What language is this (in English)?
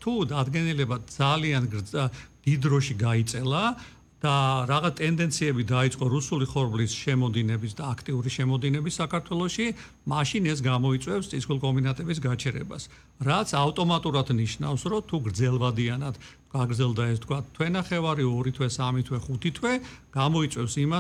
Georgian